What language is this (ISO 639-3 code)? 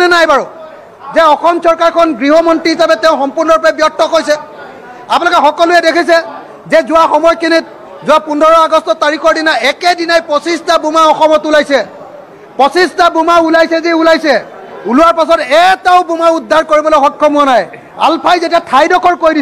asm